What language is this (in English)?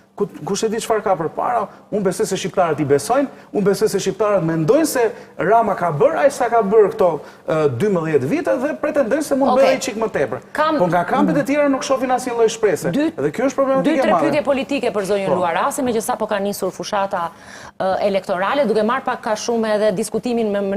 Albanian